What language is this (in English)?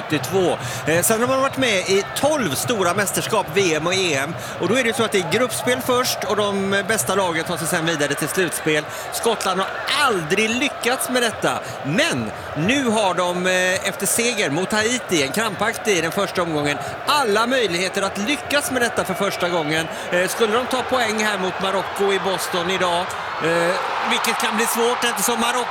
Swedish